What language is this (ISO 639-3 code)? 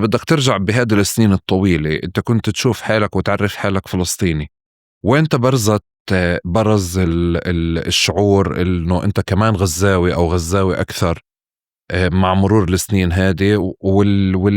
apc